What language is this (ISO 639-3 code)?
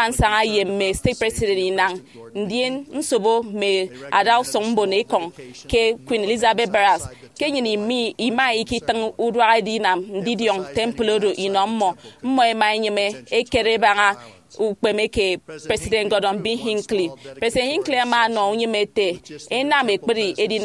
efi